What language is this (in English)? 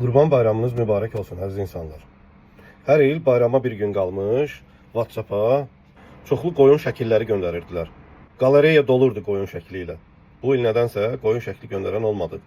Azerbaijani